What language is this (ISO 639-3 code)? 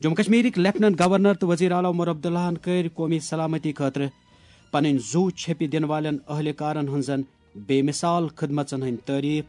kas